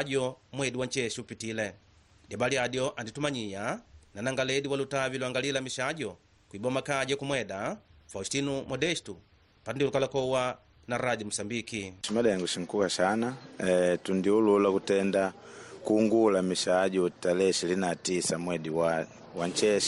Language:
Makonde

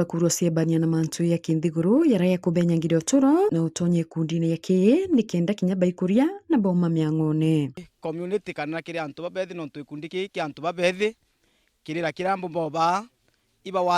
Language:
Meru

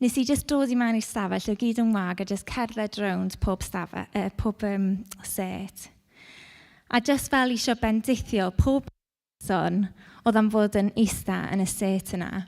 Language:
Welsh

